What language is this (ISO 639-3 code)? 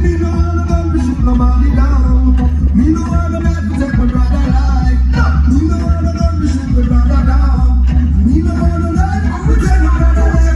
jam